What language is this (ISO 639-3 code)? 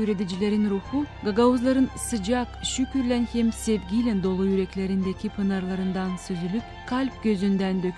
gag